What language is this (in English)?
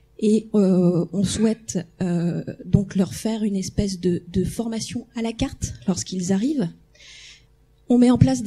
French